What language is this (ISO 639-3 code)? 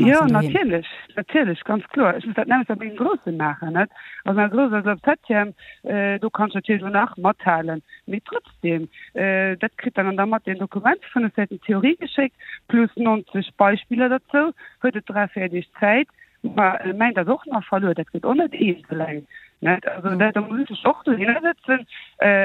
ltz